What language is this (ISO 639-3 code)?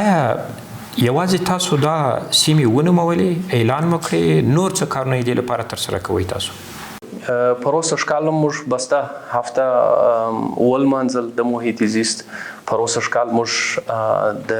pus